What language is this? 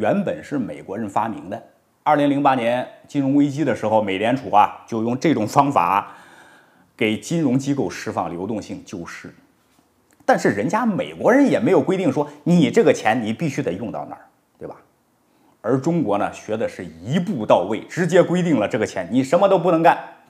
Chinese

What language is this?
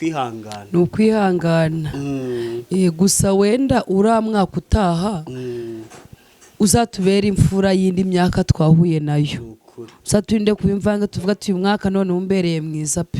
Kinyarwanda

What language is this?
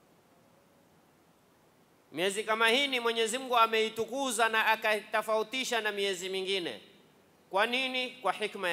Swahili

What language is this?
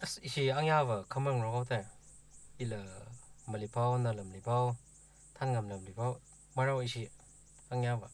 Tangkhul Naga (India)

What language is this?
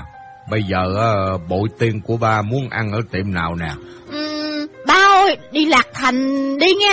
Vietnamese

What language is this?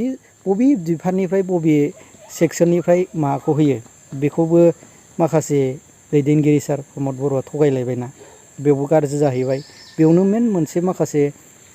Bodo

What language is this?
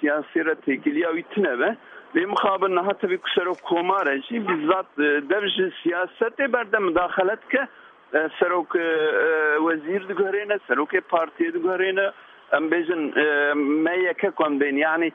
Kurdish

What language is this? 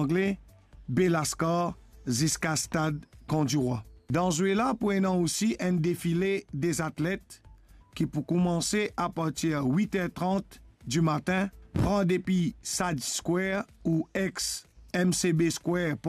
Morisyen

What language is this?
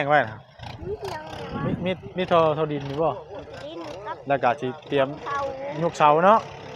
Northeastern Thai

